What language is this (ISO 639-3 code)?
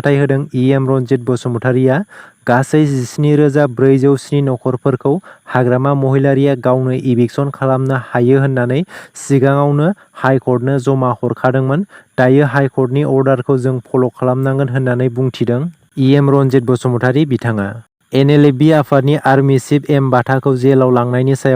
brx